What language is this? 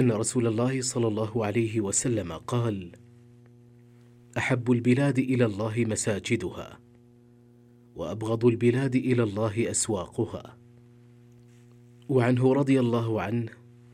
Arabic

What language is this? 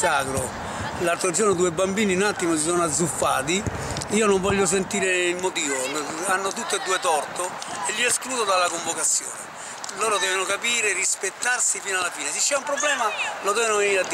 Italian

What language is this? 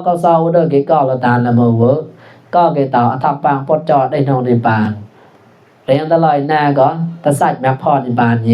Mon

